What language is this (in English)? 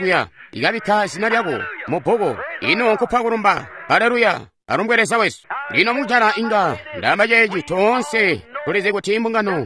Tonga (Zambia)